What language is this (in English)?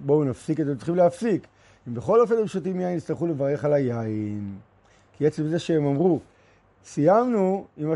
Hebrew